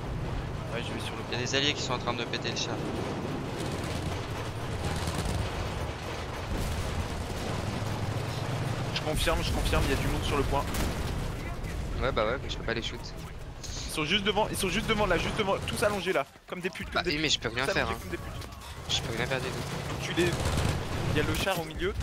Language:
French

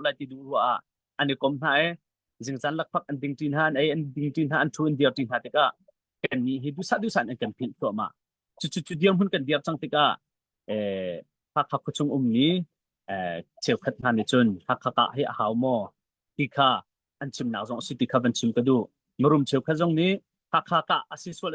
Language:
Hakha Chin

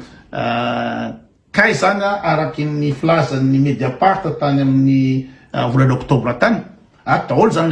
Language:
Malagasy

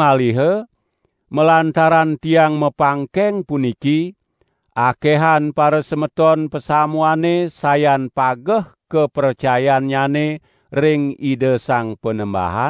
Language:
Balinese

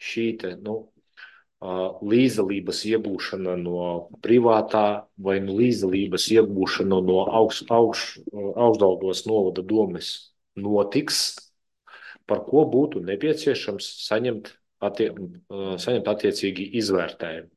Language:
Latvian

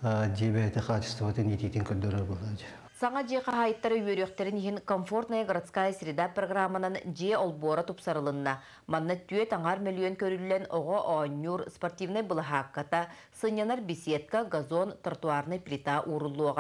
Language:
Yakut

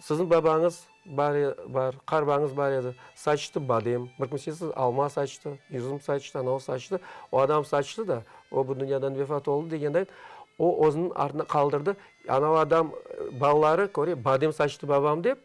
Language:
Crimean Tatar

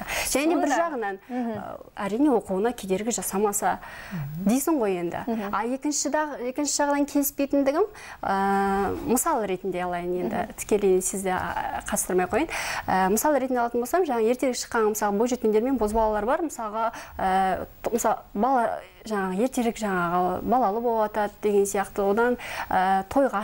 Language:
Kazakh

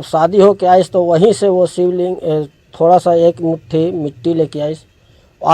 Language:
Chhattisgarhi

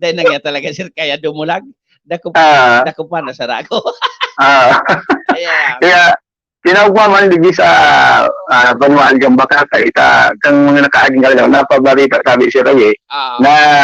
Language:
Bikol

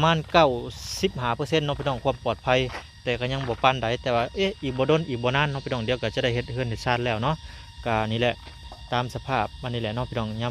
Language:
Lao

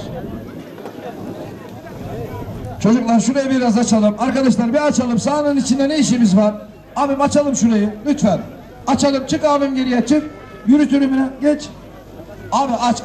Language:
Turkish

